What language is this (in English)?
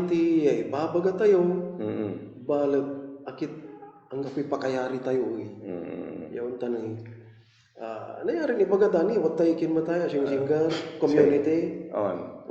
Pangasinan